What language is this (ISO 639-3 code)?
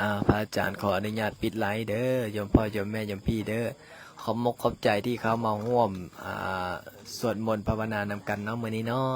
lao